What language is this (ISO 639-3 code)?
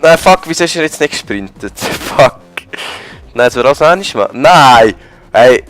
gsw